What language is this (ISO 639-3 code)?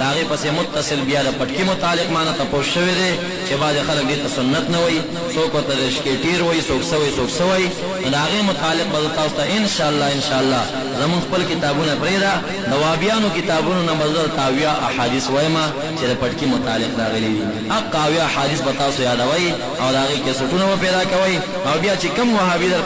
pus